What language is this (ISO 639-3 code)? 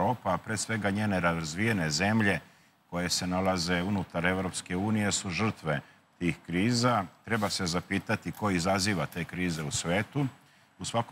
srp